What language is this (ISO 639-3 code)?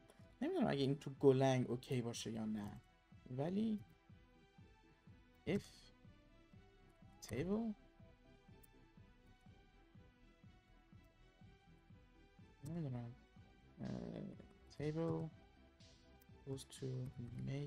fas